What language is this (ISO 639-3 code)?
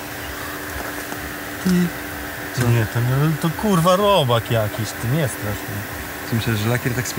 pol